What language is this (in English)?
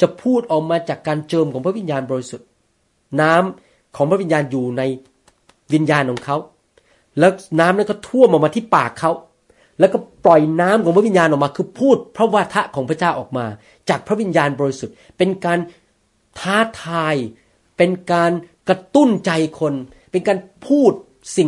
Thai